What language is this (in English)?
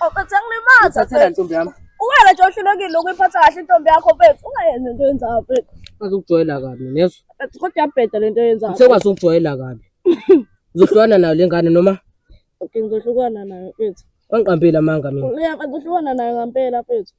Zulu